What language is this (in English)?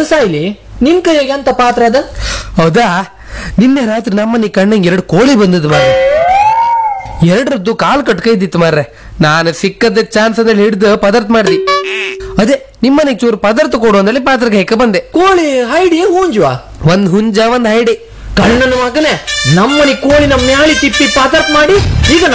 Kannada